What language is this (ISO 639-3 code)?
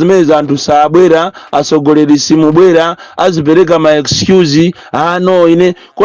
nya